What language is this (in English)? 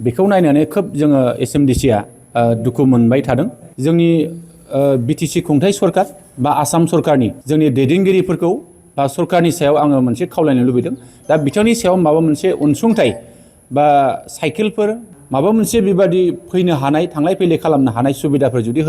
Bodo